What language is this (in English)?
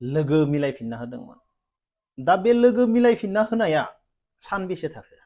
Bodo